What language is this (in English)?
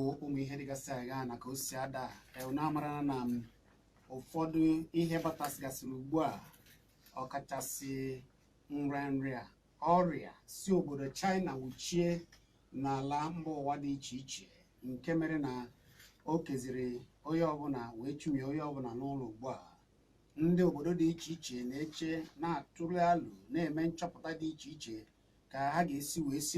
Igbo